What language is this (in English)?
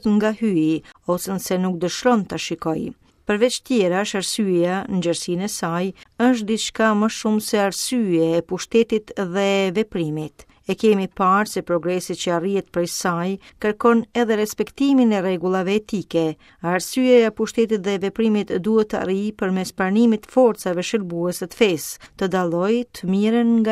Albanian